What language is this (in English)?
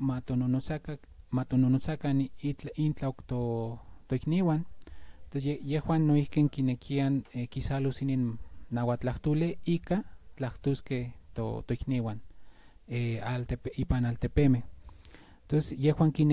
Central Nahuatl